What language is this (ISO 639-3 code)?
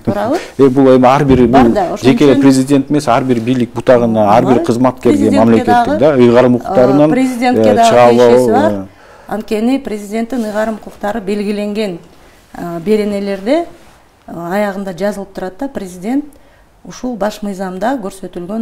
kir